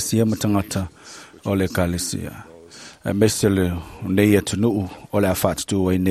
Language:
Samoan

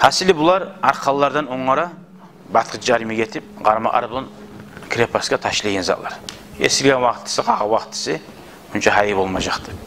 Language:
Kumyk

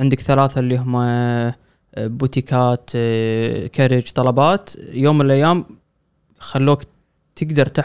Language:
Gulf Arabic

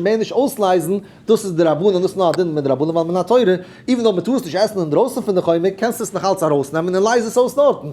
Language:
Yiddish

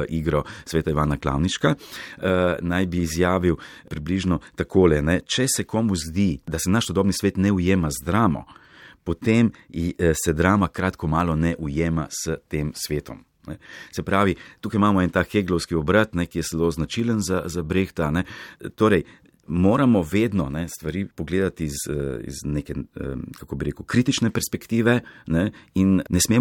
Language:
Slovenian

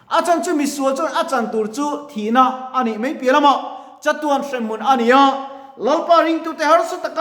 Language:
Mizo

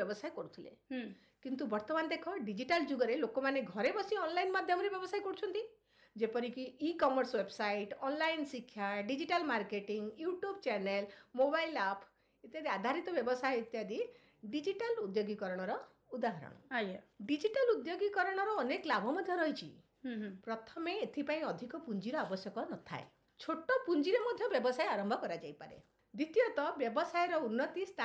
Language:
Odia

